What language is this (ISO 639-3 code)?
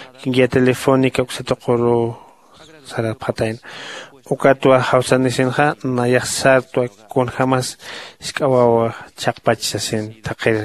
aym